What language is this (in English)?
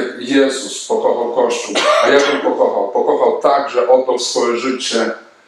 Polish